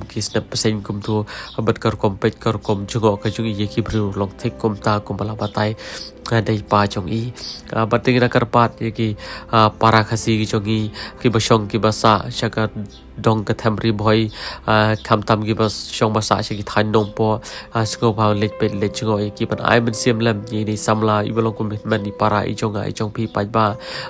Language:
Khasi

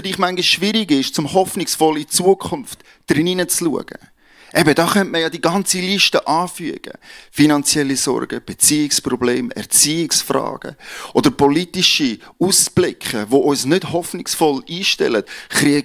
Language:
Swiss German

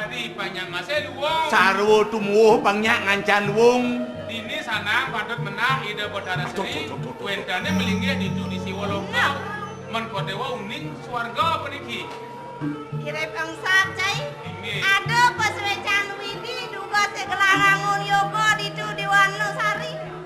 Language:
Balinese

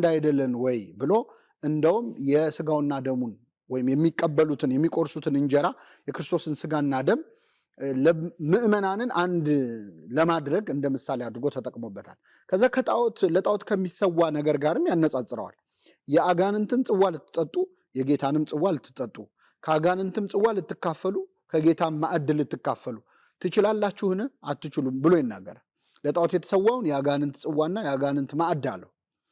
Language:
Amharic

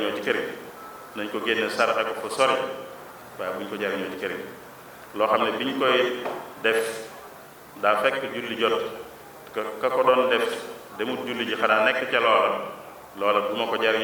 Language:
Wolof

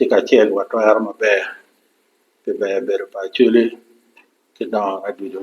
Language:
Acoli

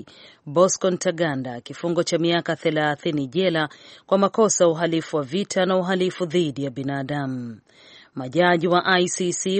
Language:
Swahili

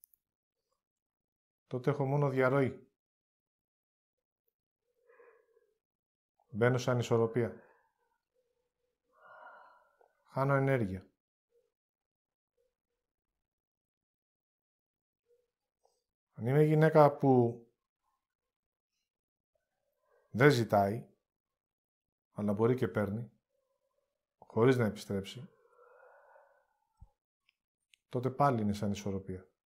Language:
Greek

